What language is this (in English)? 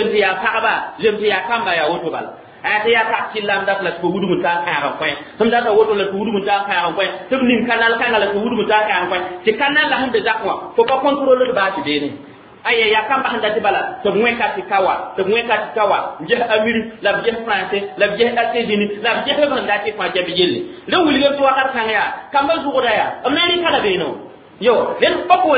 Mossi